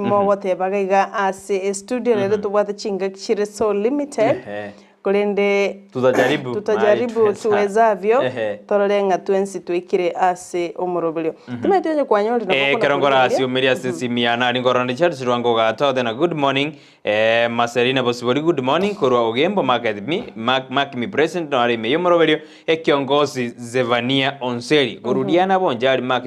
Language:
Gusii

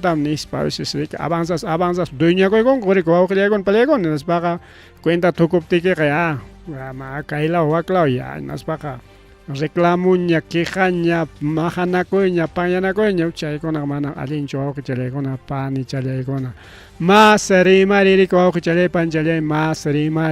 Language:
Ayacucho Quechua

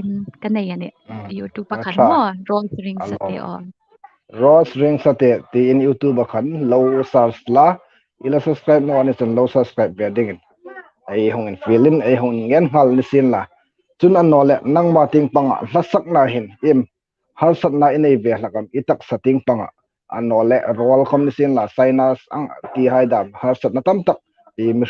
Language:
Hmar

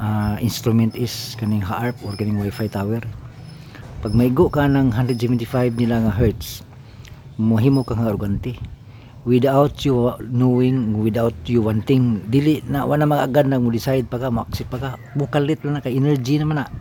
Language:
Cebuano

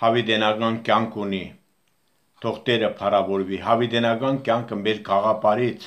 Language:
Armenian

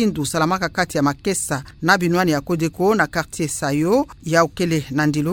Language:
Kituba (Democratic Republic of Congo)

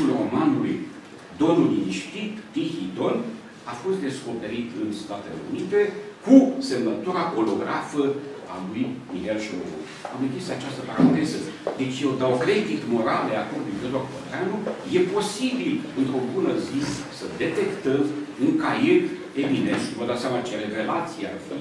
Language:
Romanian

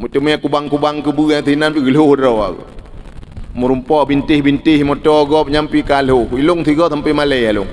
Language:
Achinese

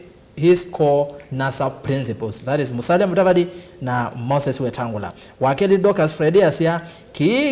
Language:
Kamba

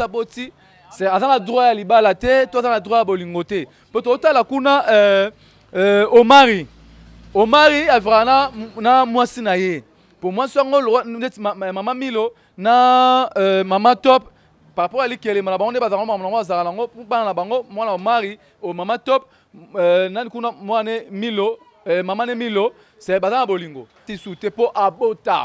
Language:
Lingala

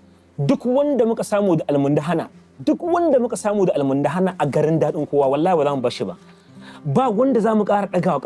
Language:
Hausa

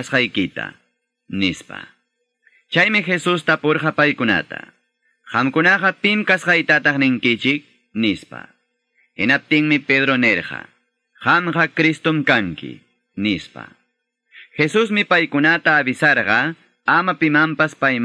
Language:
Quechua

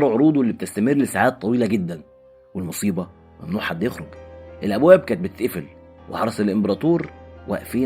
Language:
Egyptian Arabic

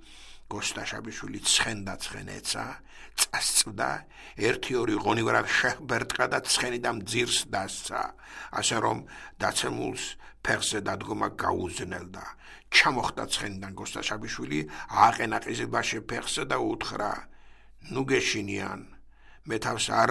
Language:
Georgian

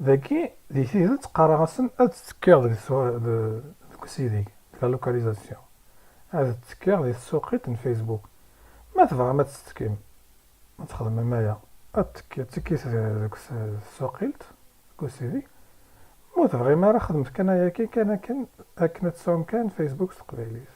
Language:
Kabyle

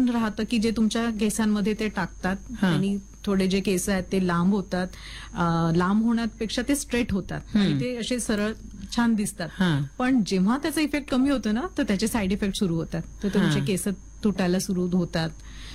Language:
Marathi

